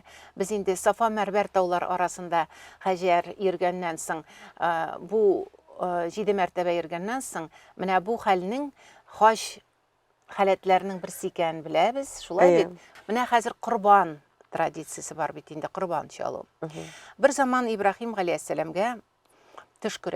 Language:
Tatar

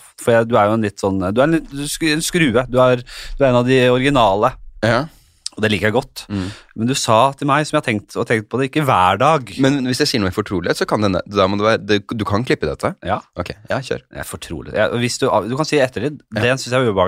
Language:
Norwegian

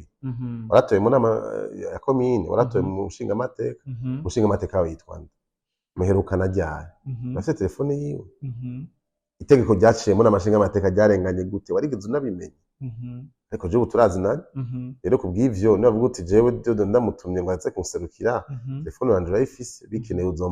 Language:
Rundi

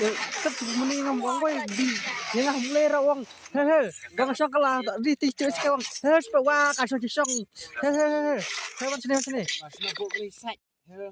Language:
Khasi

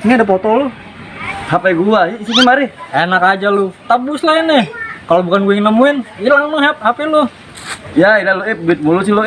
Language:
Betawi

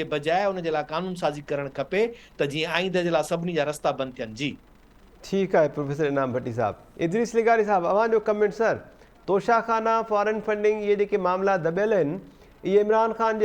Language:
Sindhi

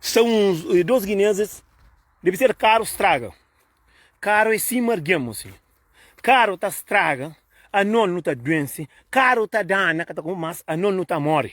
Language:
Kabuverdianu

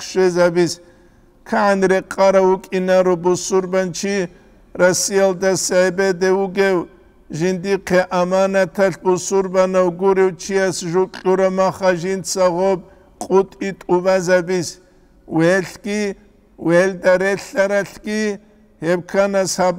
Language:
Avaric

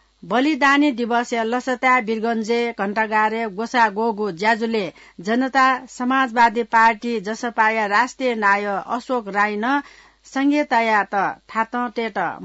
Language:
Newari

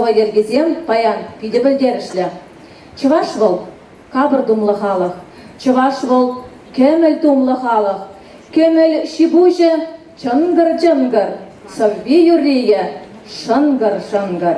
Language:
Chuvash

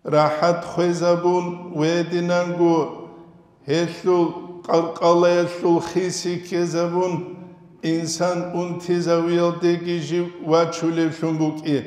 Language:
Avaric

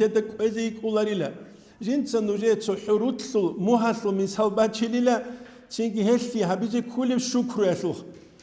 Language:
Avaric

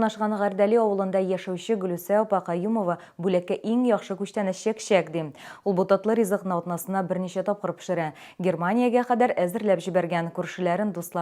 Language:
Tatar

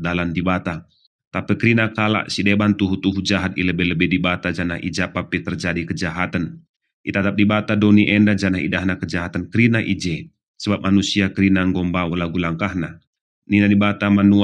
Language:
Batak Karo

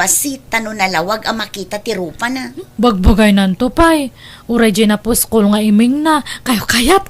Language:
Iloko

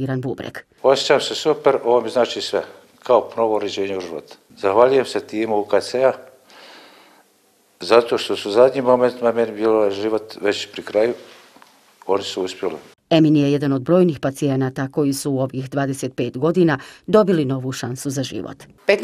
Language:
Bosnian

